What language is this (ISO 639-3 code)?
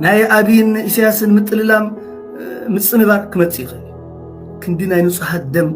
tir